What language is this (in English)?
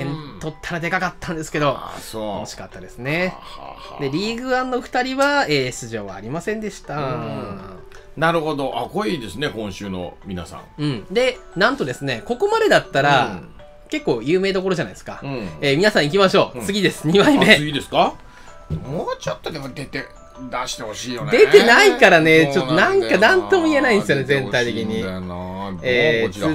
Japanese